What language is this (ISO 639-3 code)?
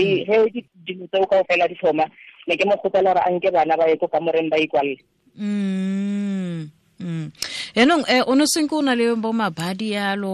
tsn